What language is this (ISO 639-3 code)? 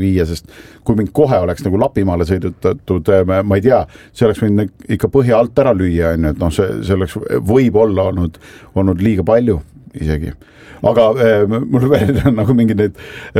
est